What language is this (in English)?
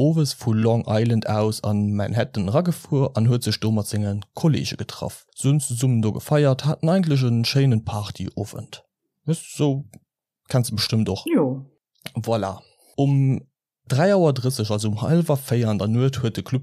Luxembourgish